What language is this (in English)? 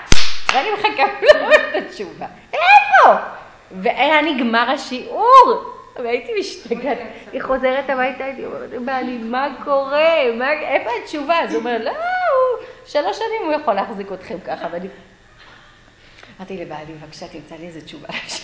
Hebrew